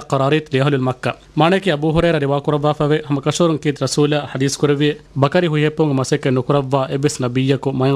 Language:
Divehi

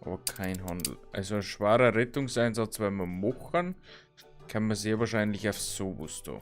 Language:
Bavarian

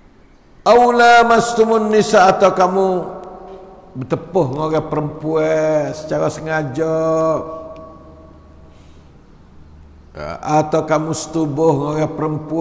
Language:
Malay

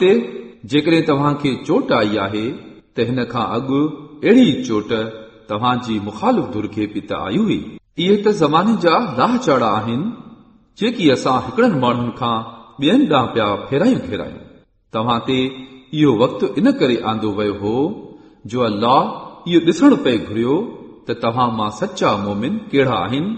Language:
Sindhi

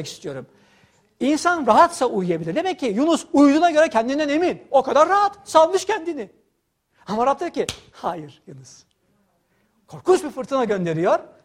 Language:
Turkish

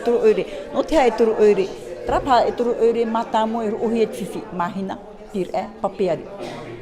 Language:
Tahitian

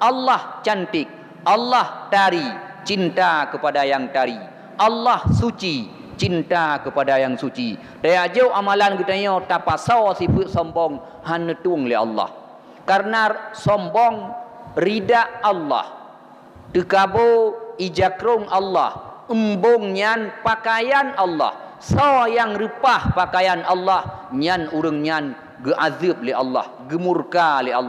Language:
Achinese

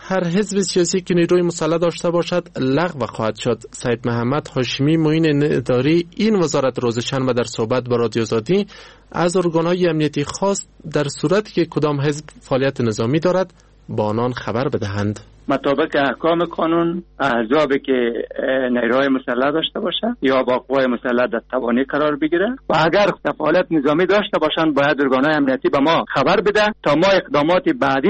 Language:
Persian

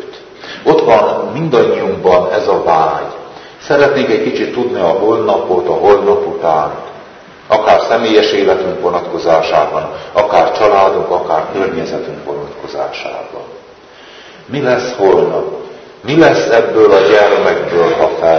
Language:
Hungarian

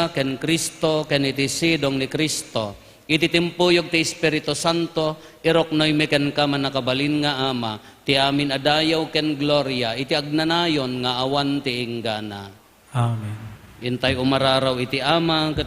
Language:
Iloko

